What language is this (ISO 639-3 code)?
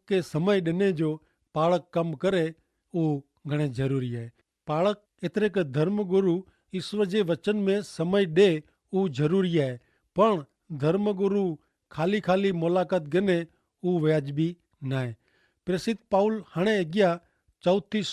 kfr